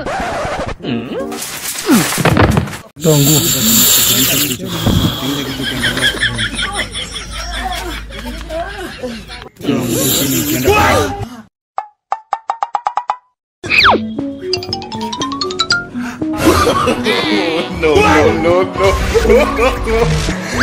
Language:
Swahili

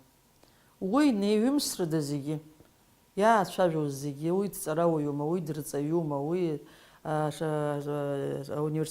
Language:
Abkhazian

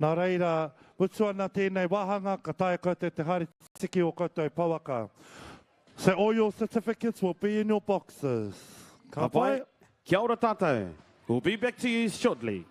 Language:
Māori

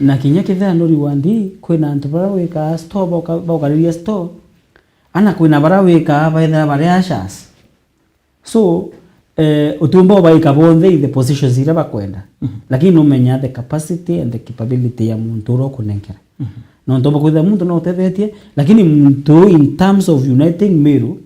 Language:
Meru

